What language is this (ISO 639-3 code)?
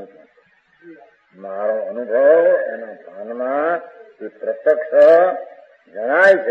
guj